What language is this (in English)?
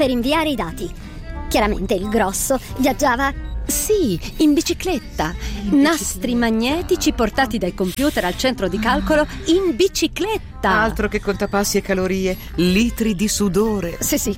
Italian